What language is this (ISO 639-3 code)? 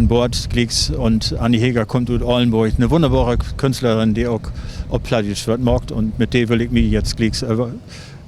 nds